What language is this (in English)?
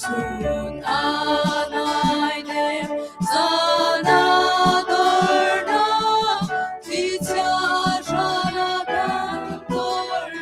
Hakha Chin